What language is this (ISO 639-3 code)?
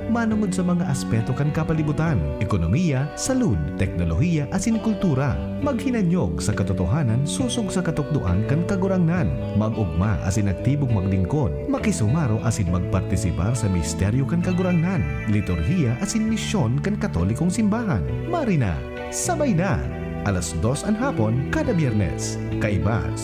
bik